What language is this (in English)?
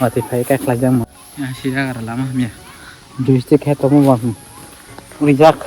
Kok Borok